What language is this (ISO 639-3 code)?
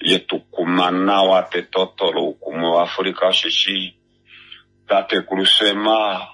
kua